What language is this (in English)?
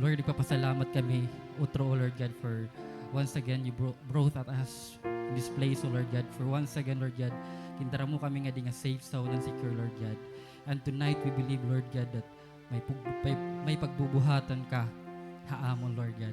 Waray